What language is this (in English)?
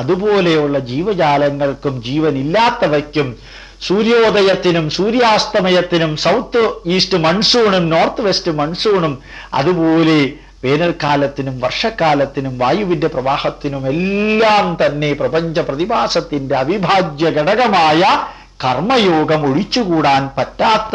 Malayalam